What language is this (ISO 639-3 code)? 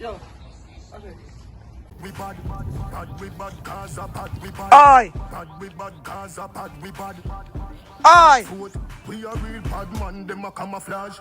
jam